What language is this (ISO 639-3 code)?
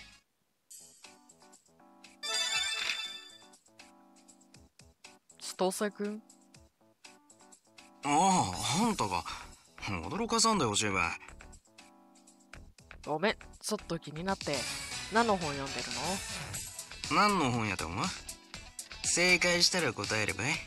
jpn